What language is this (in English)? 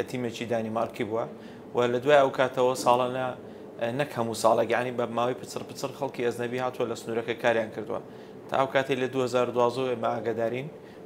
Central Kurdish